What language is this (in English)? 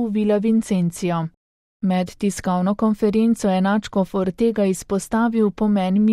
Slovenian